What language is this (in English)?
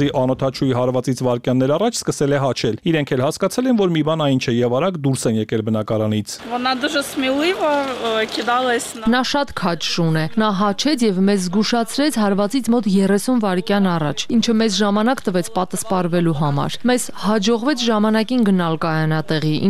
Armenian